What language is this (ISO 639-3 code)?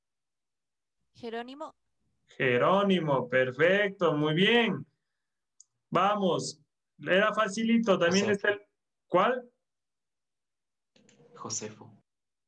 spa